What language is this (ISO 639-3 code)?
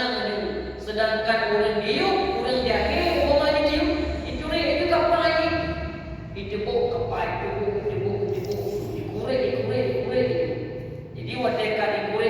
ace